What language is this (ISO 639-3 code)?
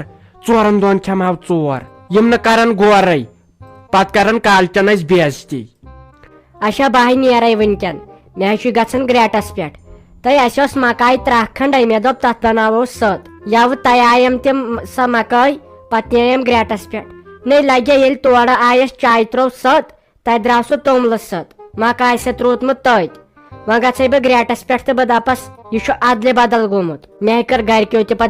kas